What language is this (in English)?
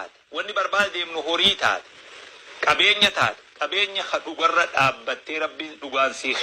Oromo